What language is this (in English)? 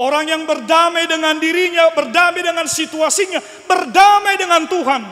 Batak Karo